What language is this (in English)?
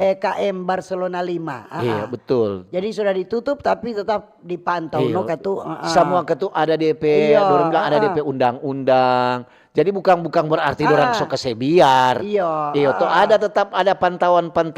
Manado Malay